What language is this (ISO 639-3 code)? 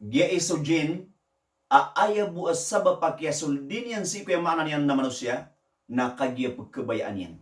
mrw